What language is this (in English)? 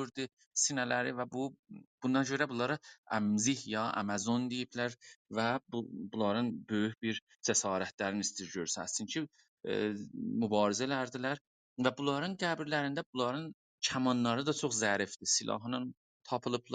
South Azerbaijani